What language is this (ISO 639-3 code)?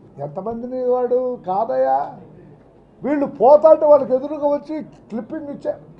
tel